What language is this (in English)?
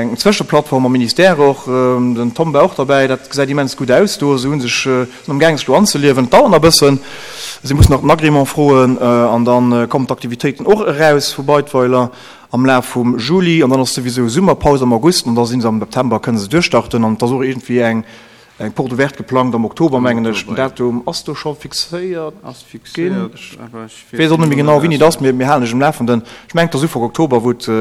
Luxembourgish